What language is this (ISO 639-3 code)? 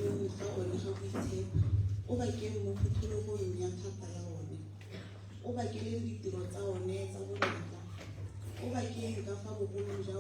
tsn